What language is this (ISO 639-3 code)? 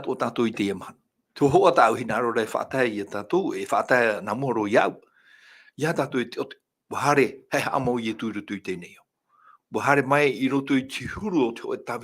tah